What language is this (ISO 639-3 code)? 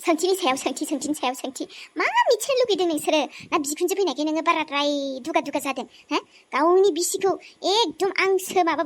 brx